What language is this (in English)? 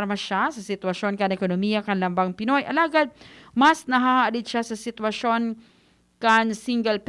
Bikol